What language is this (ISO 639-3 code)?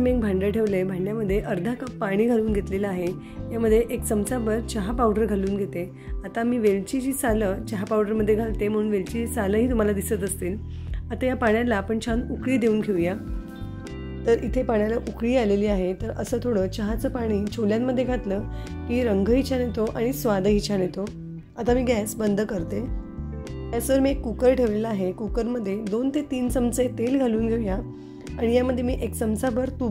mar